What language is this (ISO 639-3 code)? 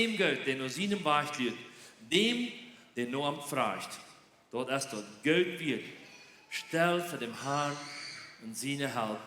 pdt